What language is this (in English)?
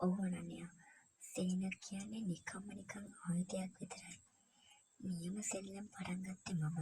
Sinhala